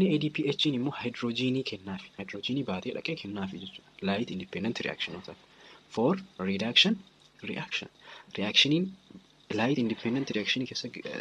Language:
Oromo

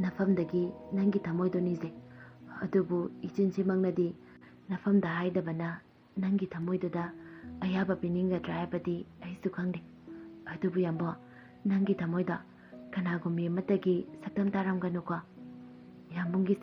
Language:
Manipuri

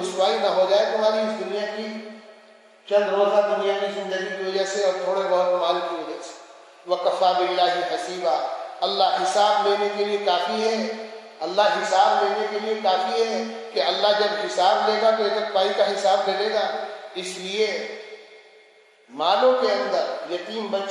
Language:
Urdu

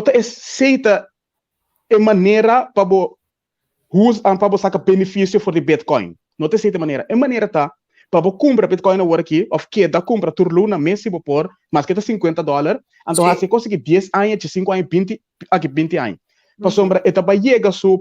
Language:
Papiamento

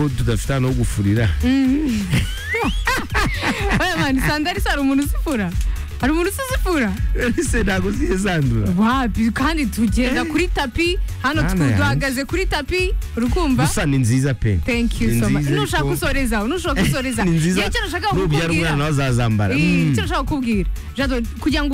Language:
Kinyarwanda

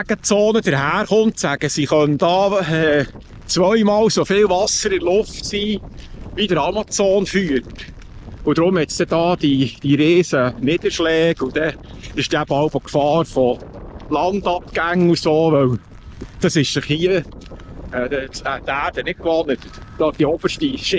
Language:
Swiss German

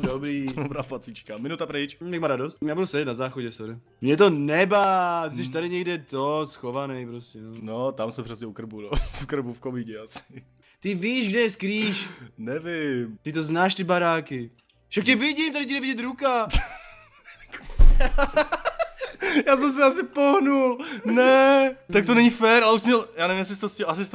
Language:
Czech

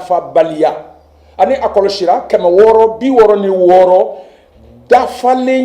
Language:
Bambara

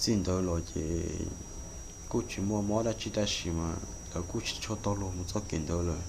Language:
Hmong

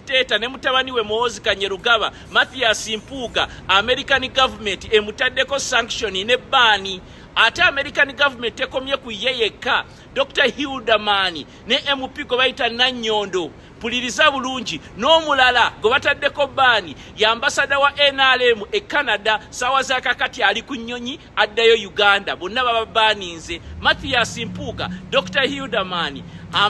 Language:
Ganda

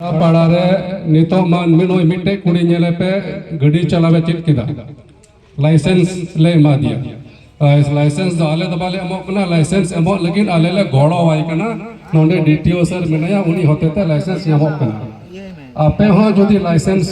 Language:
Santali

